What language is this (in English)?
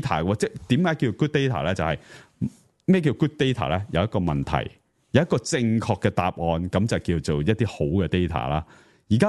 Cantonese